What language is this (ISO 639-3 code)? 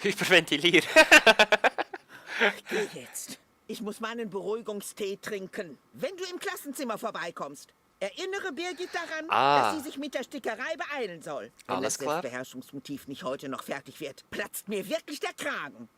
gsw